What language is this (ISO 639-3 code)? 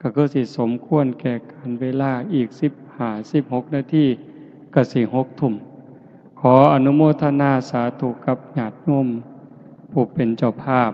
lao